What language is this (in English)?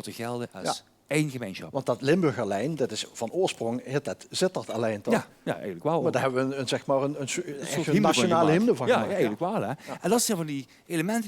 Limburgish